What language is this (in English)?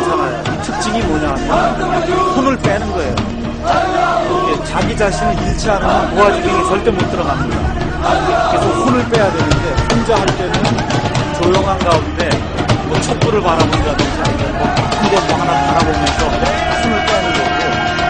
Korean